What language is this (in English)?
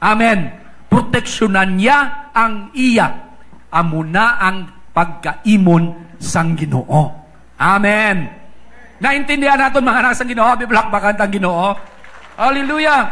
Hiligaynon